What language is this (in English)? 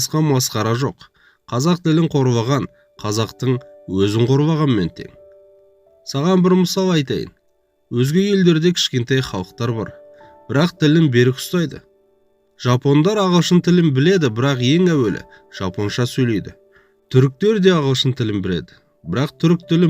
Kazakh